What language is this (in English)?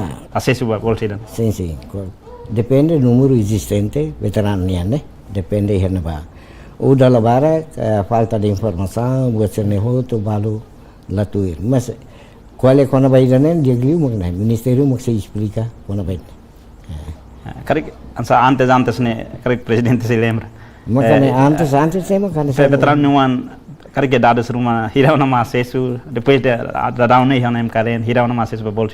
Tetum